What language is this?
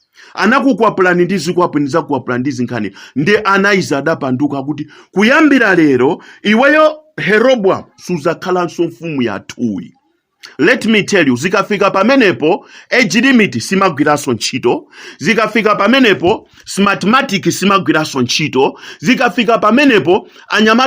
Nyanja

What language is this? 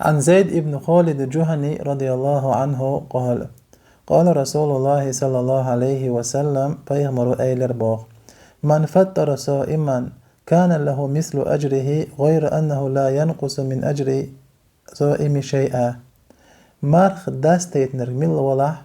Chechen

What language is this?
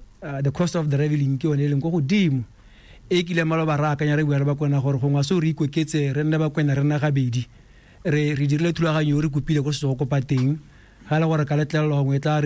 Tswana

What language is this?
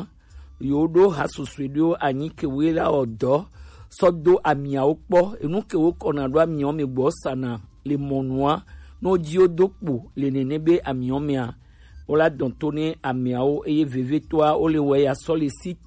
Gen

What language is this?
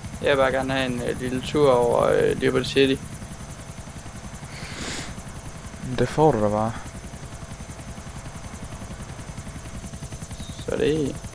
Danish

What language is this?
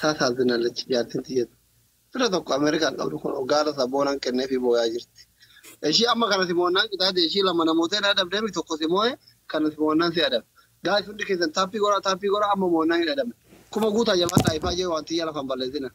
Oromo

